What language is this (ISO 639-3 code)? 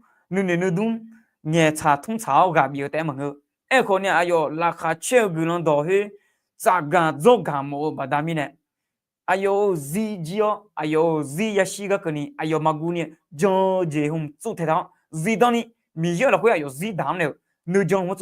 ahk